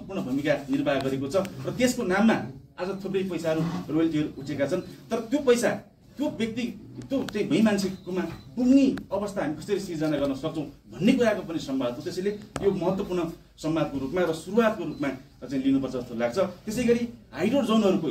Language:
Nepali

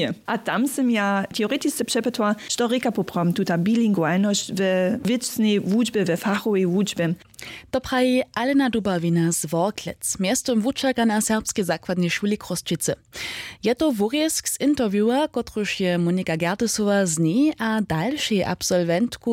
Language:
Upper Sorbian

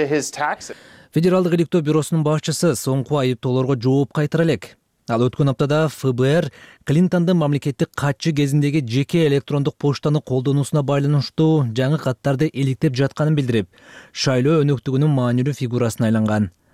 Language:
Kyrgyz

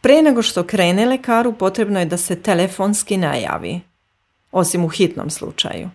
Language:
Serbian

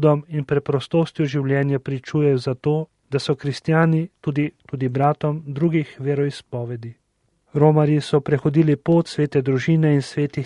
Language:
Slovenian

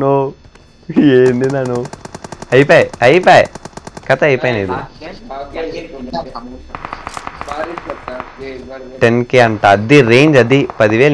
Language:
Telugu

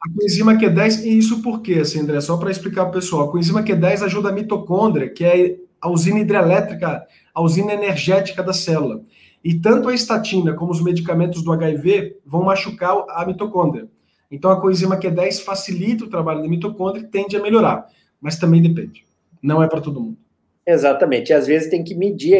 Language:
Portuguese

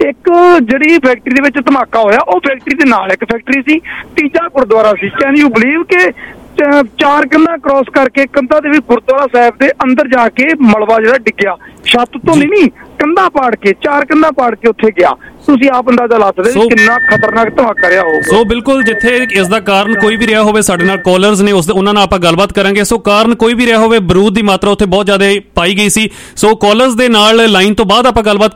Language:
Punjabi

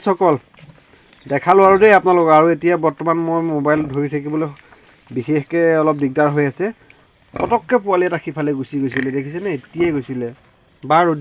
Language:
Assamese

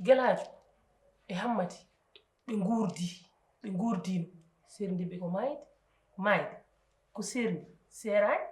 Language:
Fula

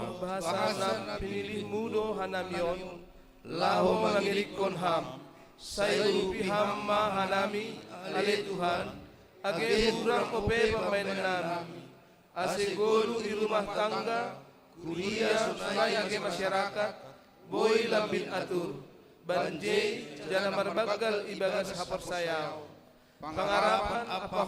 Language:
Batak Simalungun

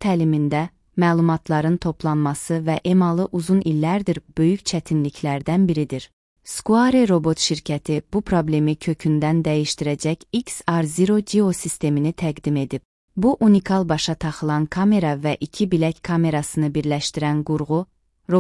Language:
Azerbaijani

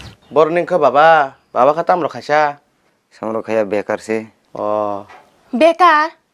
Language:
Kok Borok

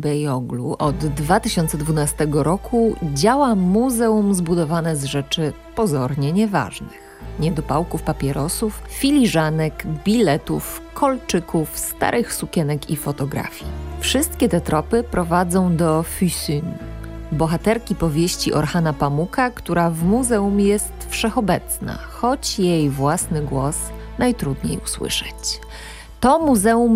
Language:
Polish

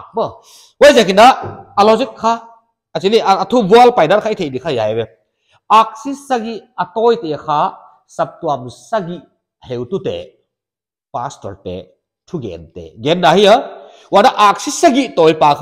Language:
Paite Chin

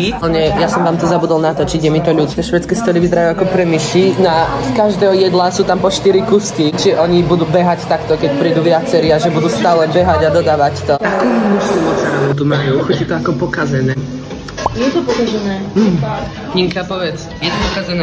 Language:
Slovak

